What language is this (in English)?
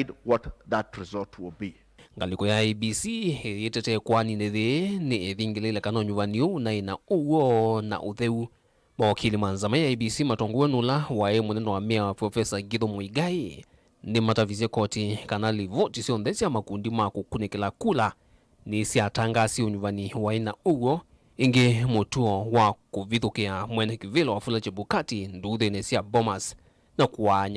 Kamba